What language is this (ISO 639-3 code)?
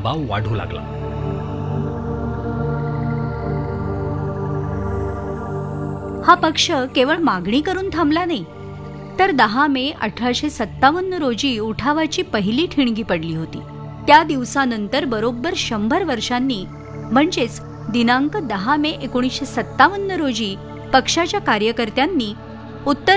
mar